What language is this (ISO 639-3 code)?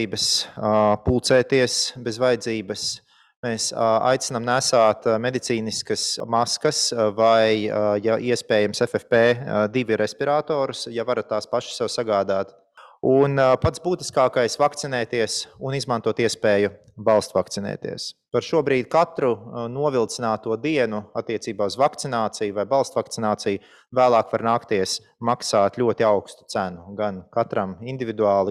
lav